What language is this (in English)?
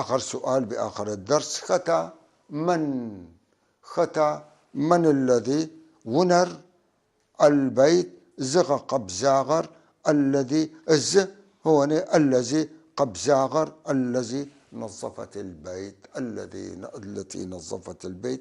North Levantine Arabic